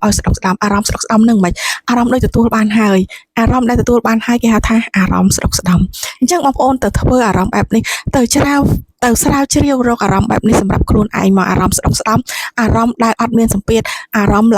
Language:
Khmer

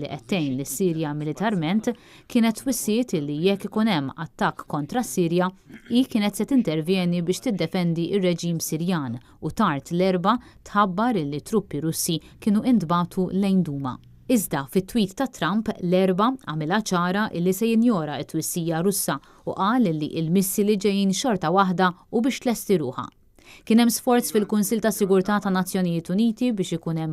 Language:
Maltese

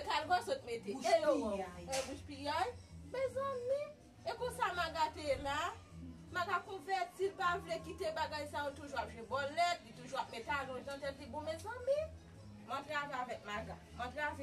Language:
Haitian Creole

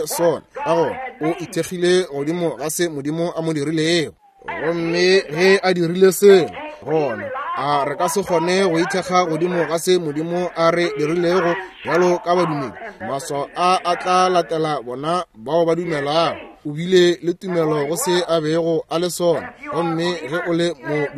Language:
Northern Sotho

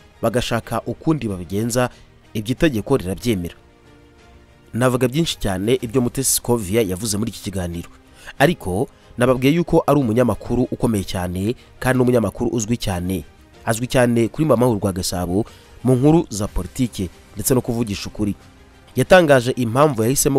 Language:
Kinyarwanda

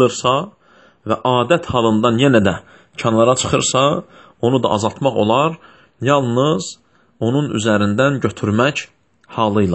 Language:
Azerbaijani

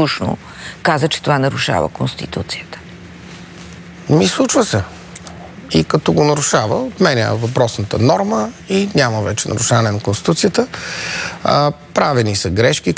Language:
Bulgarian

